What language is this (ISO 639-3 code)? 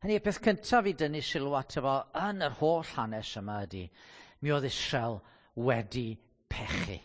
cym